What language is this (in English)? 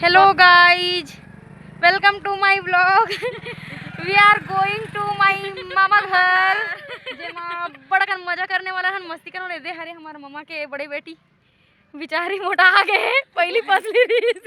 Chhattisgarhi